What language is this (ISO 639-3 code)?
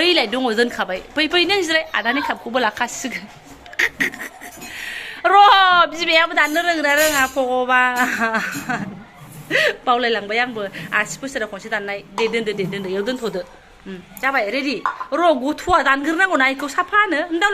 brx